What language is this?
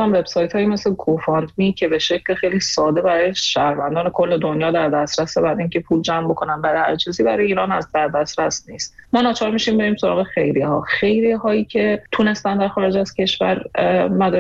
Persian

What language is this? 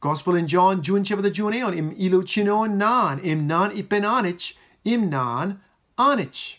Marshallese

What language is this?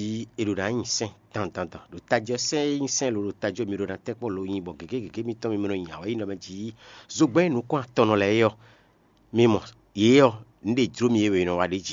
Fon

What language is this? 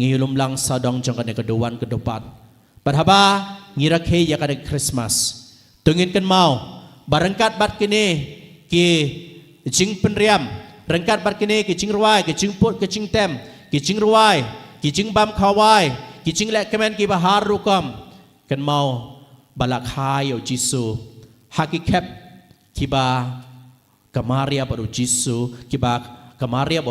Khasi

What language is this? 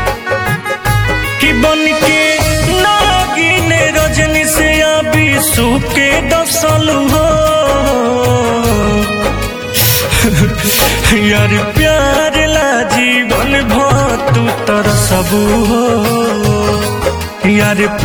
Bhojpuri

